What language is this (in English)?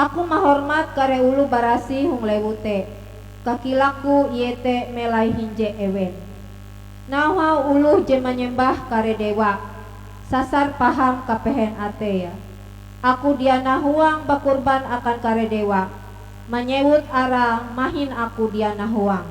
Ngaju